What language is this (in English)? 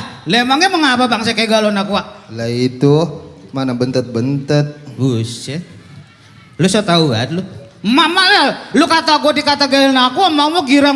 Betawi